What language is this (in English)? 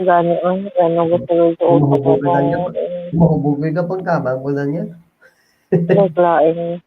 Hiligaynon